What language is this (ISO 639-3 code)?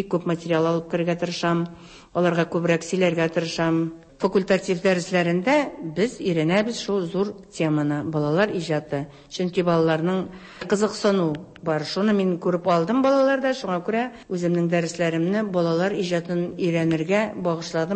tat